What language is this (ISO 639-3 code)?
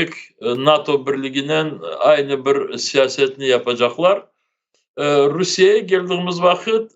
crh